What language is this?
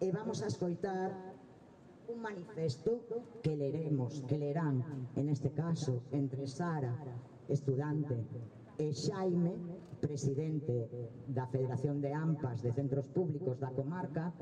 Galician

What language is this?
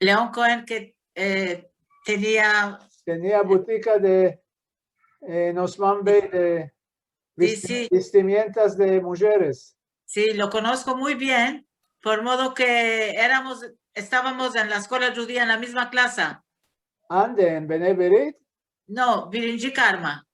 Ladino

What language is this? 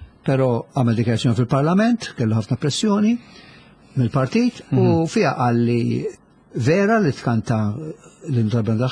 Maltese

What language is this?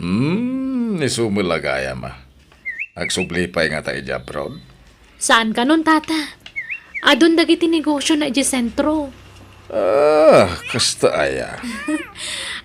Iloko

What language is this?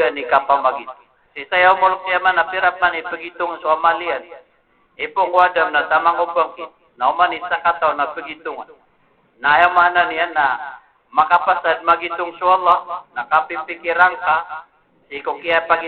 Maranao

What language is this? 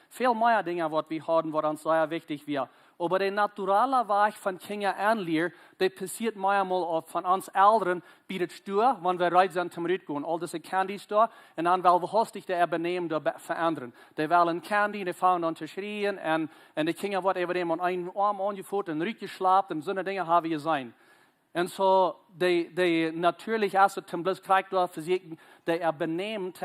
Plautdietsch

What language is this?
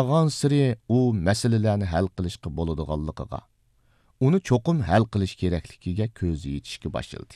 Uyghur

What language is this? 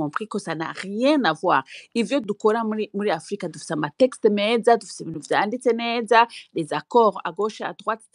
Rundi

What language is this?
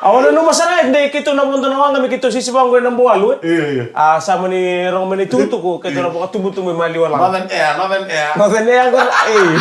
Fijian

